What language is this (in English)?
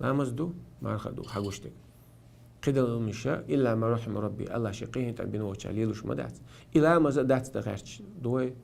Chechen